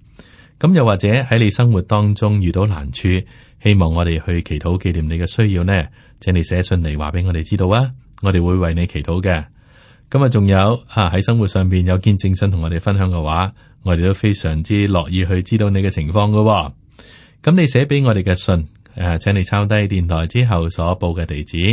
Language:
Cantonese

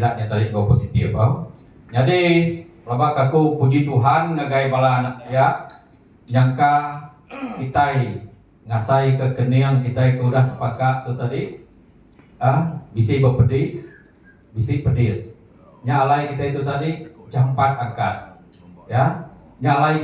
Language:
Iban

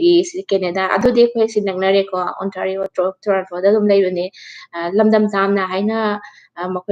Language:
Manipuri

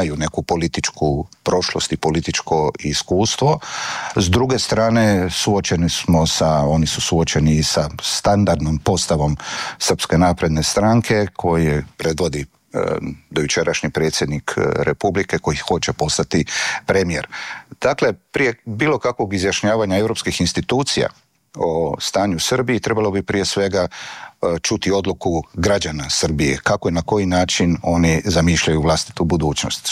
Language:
Croatian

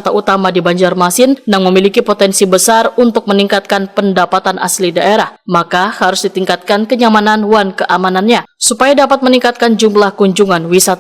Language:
Banjar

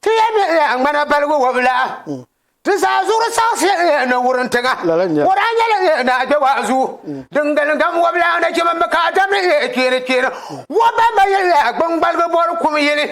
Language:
Dagbani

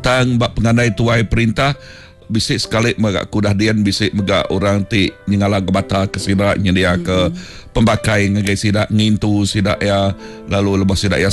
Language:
Iban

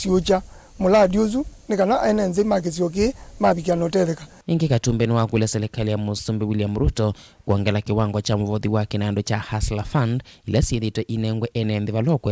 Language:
Kamba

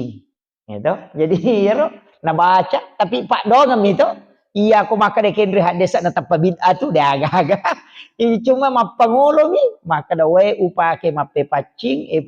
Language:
Buginese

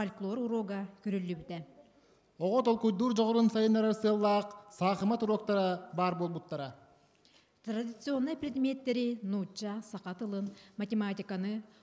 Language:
Yakut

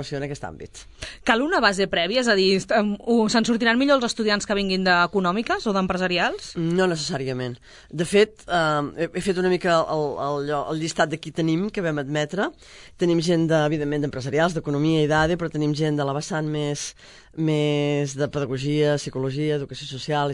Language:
Catalan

